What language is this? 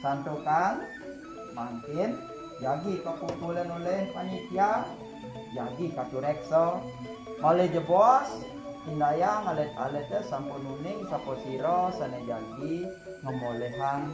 Balinese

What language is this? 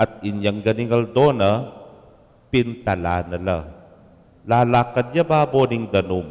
Pampanga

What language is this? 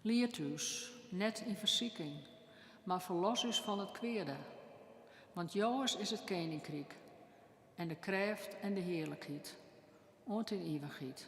Western Frisian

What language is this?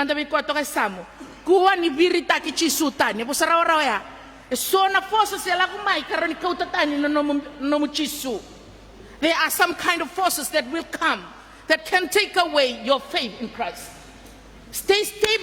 Fijian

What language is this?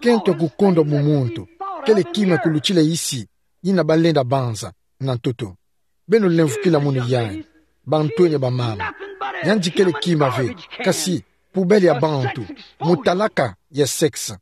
Kituba (Democratic Republic of Congo)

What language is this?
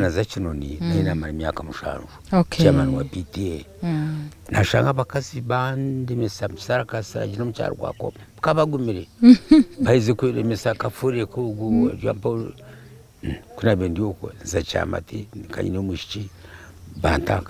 Nyankole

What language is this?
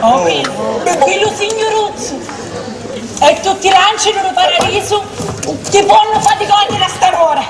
Sicilian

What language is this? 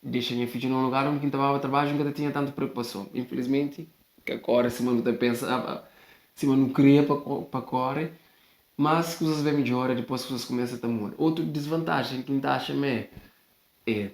Kabuverdianu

